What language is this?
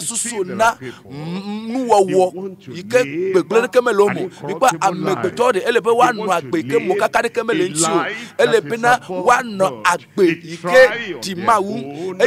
Ewe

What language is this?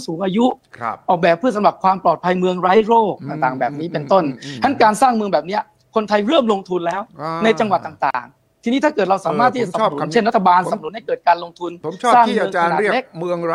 Thai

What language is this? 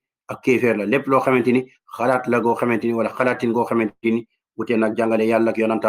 Wolof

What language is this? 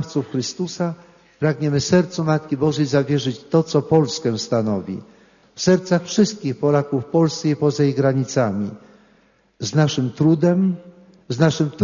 Polish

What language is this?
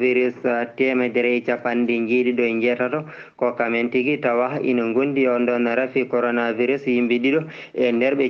Fula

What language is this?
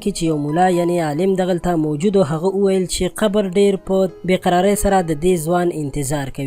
Pashto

